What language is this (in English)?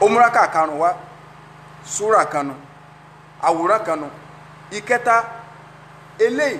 Yoruba